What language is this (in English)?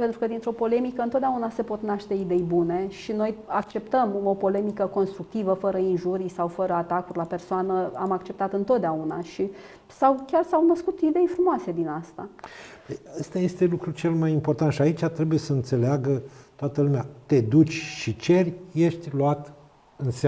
Romanian